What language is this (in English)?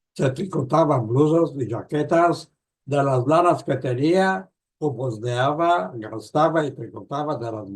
Ladino